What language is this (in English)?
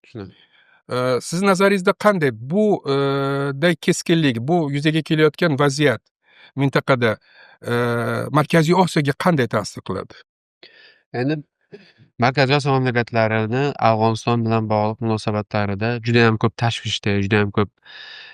Uzbek